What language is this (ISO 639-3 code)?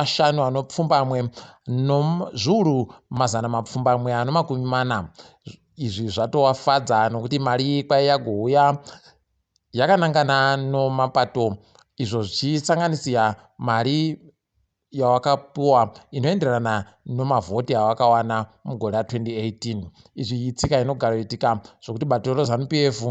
ndc